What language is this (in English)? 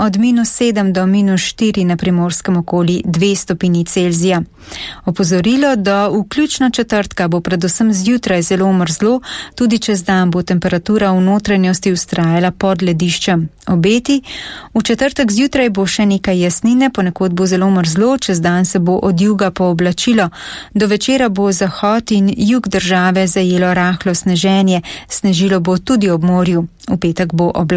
Slovenian